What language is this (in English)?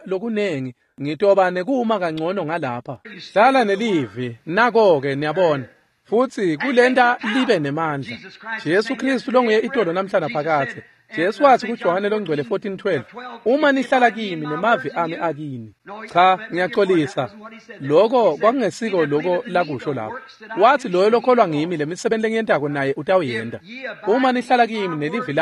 Swati